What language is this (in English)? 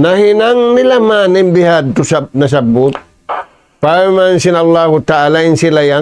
Tausug